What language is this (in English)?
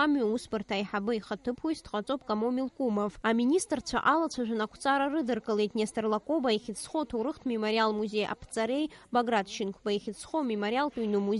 Abkhazian